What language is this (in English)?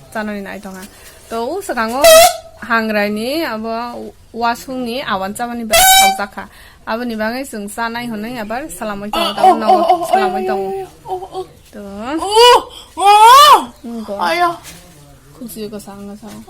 Kok Borok